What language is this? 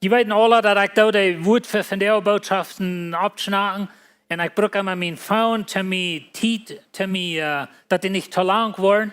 Plautdietsch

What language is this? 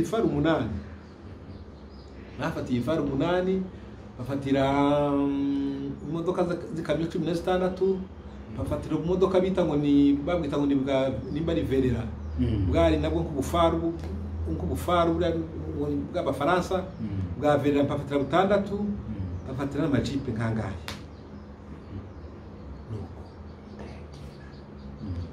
Kinyarwanda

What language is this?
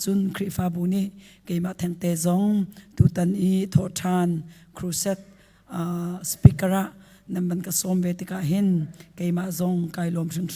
Hakha Chin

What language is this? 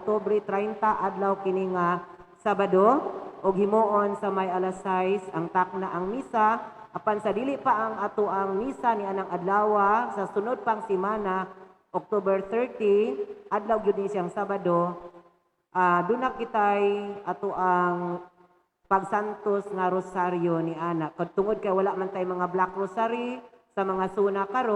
Cebuano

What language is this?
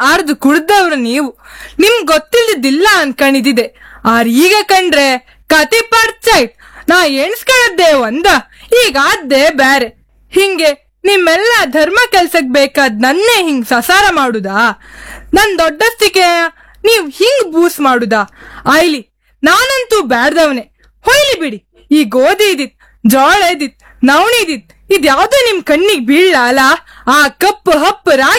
Kannada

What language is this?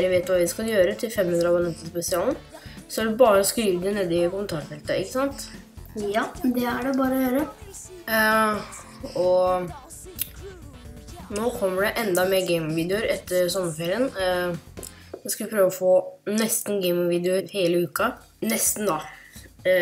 Norwegian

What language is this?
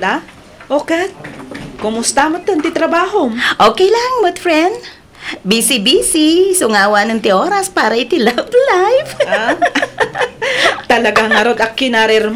Iloko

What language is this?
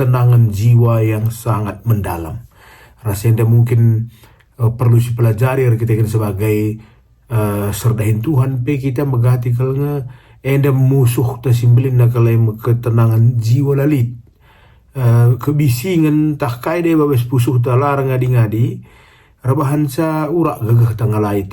Batak Karo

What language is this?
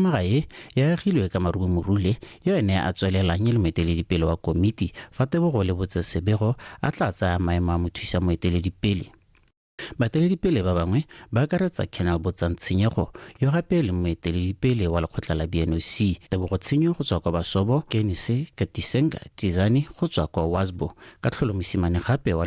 Tswana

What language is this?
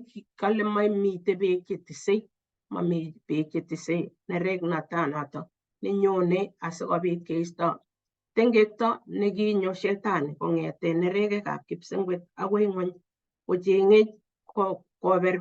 Kalenjin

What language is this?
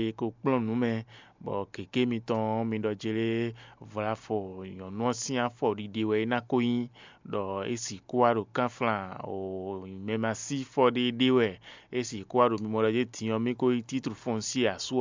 Fon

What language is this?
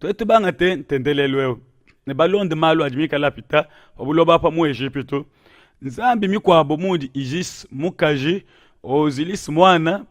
Luba-Lulua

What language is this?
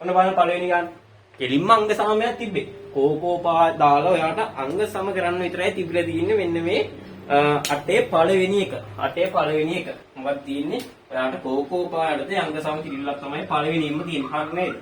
Sinhala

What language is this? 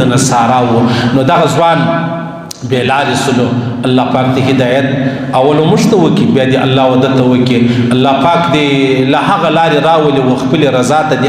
Pashto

